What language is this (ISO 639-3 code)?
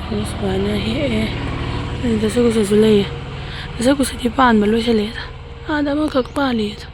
mni